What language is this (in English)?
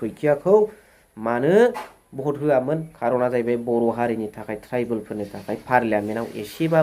Bodo